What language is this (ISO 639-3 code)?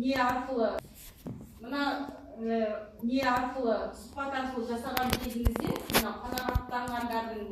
kaz